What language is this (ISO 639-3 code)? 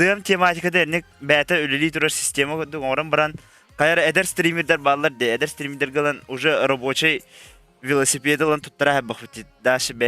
sah